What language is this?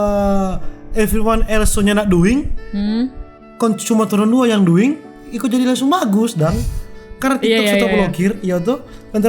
Manado Malay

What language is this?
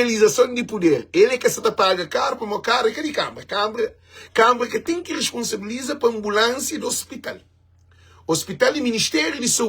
Kabuverdianu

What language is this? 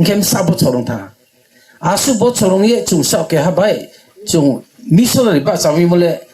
Riang (India)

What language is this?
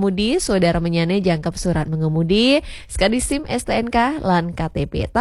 Balinese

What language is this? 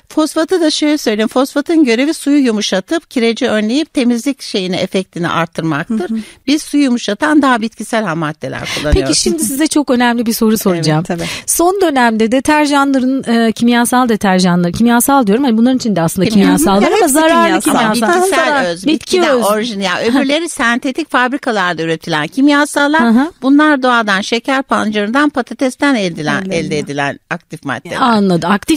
Turkish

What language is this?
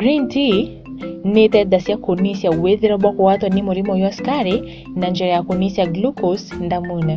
Meru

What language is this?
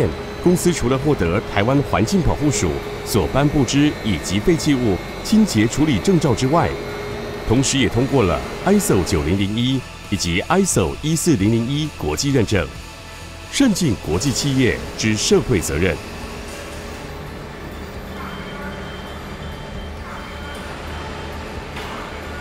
Chinese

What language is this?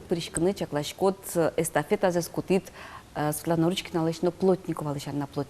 Udmurt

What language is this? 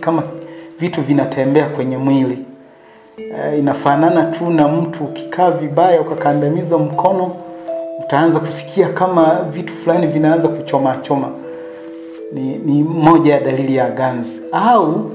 Swahili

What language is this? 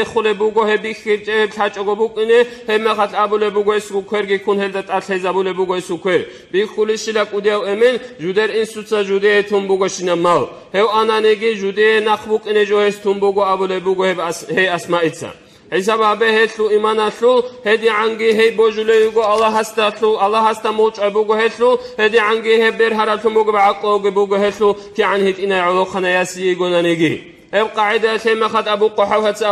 Avaric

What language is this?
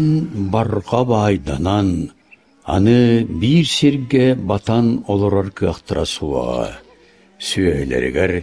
Yakut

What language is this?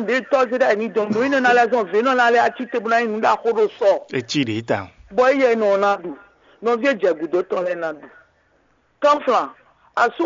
Fon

